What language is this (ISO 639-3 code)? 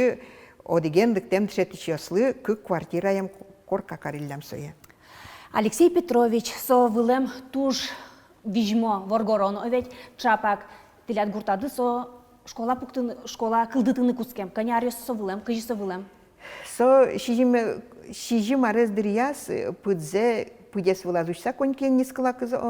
udm